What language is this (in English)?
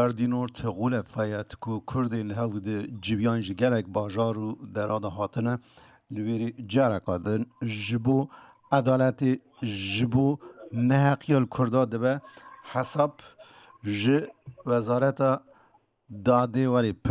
Kurdish